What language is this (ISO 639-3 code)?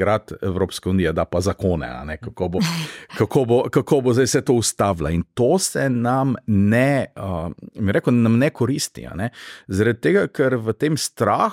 slv